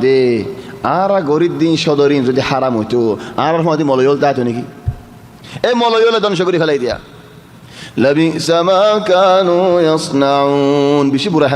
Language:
Rohingya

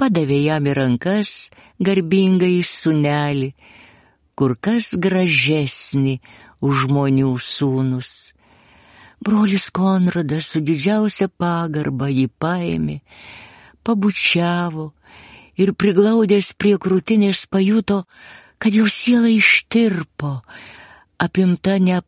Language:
Lithuanian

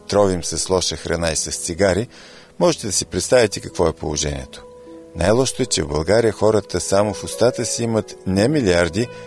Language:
Bulgarian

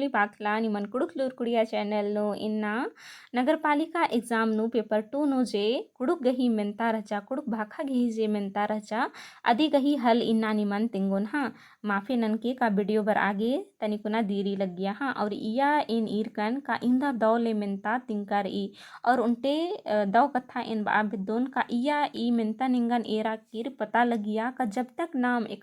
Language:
Kurukh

